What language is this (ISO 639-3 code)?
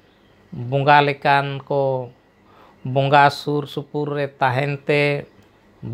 sat